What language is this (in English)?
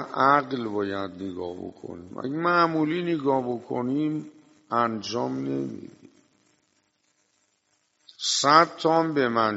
Persian